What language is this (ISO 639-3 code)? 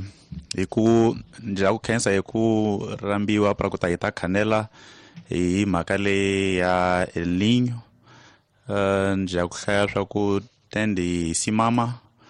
tso